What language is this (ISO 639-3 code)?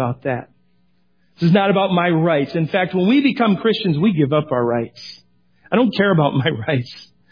eng